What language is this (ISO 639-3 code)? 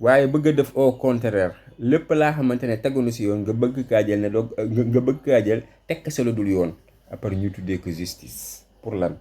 wol